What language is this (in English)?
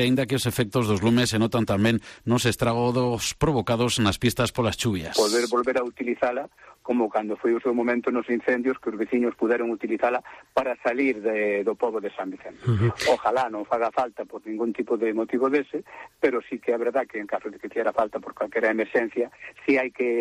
Galician